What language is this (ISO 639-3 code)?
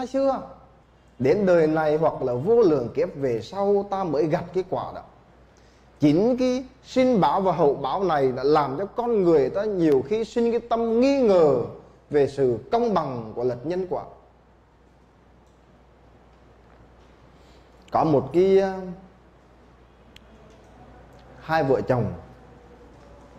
vie